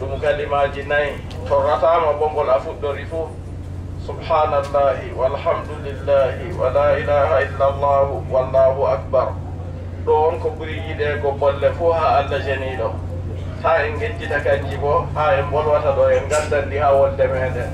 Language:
Adamawa Fulfulde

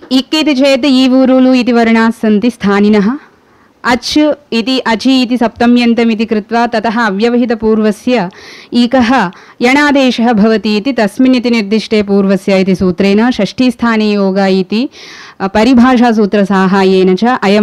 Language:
Sanskrit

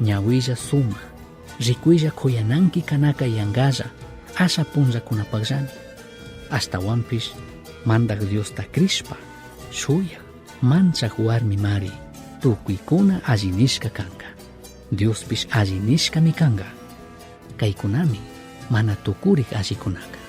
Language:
Chimborazo Highland Quichua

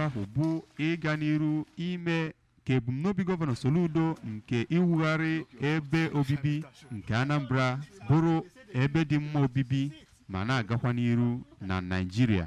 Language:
Igbo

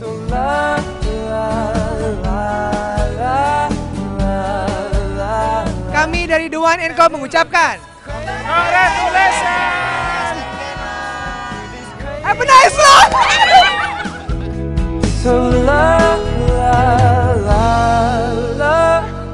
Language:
Indonesian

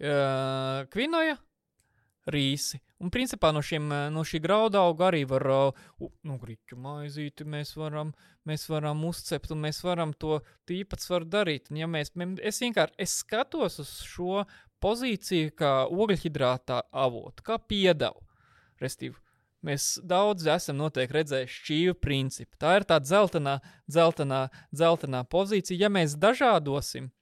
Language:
Latvian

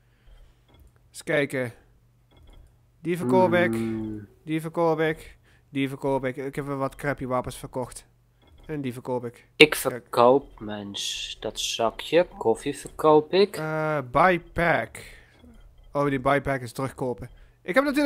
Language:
Dutch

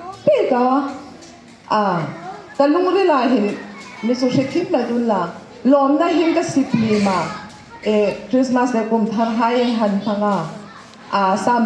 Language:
Hmar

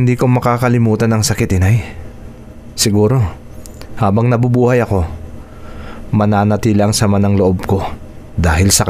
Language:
Filipino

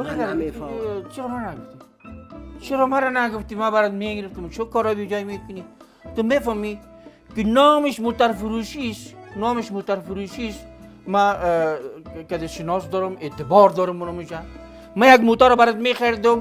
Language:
Persian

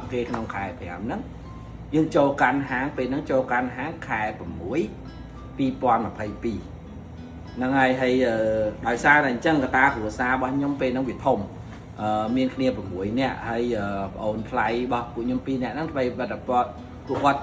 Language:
Khmer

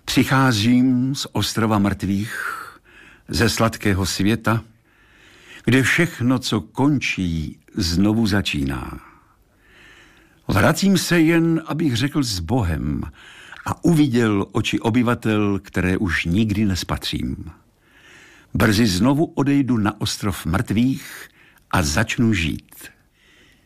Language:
Czech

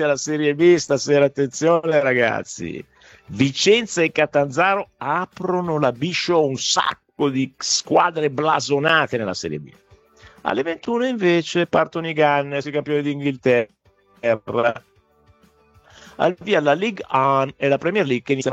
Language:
Italian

